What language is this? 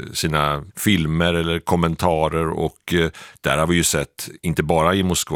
Swedish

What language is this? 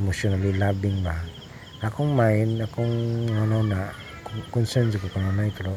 Cebuano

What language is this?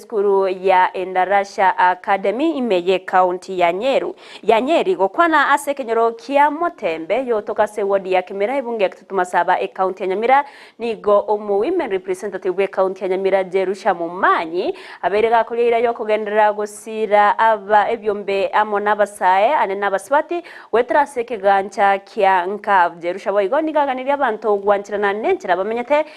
Gusii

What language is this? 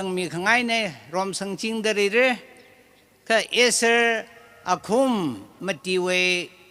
Tangkhul Naga (India)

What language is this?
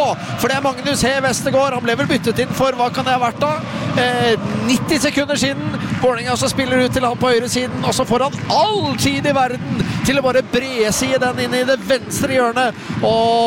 Norwegian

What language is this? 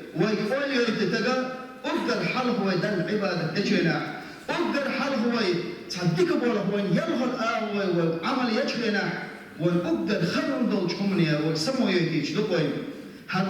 Chechen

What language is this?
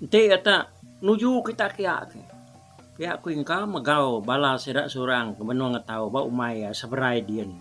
Iban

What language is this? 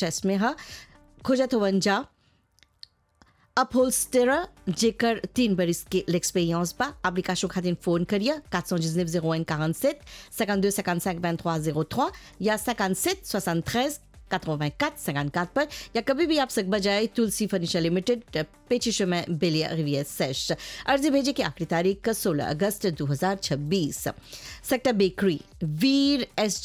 Bhojpuri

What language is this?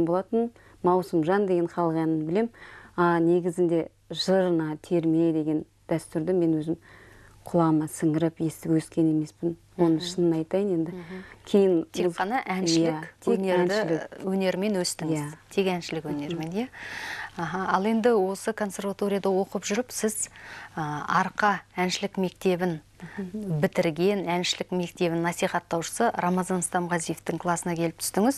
Kazakh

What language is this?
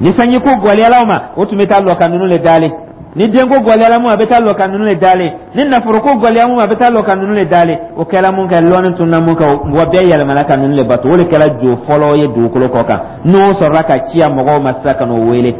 Dyula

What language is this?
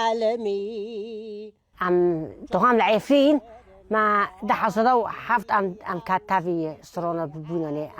Kurdish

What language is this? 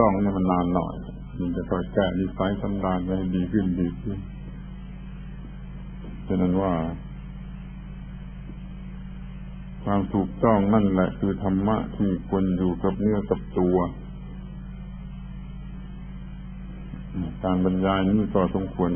Thai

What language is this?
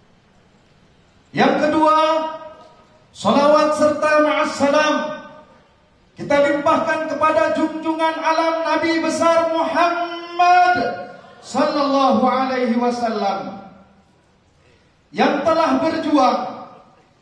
Indonesian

